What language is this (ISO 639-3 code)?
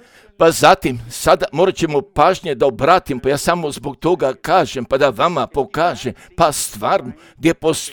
hrv